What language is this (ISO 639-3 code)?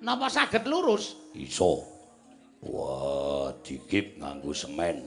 jav